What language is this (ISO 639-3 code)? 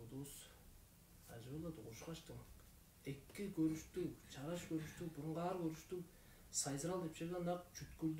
tyv